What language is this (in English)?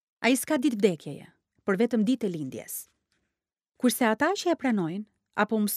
Albanian